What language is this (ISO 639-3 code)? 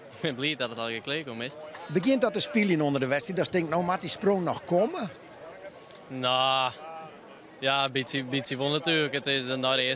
fry